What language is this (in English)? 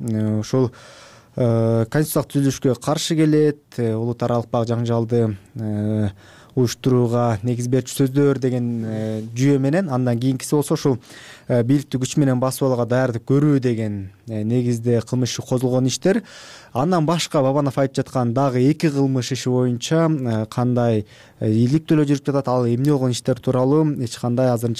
Kyrgyz